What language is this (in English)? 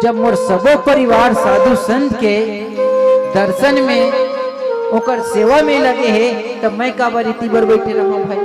Chhattisgarhi